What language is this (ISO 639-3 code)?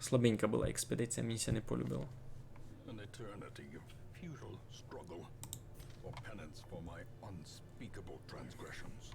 rue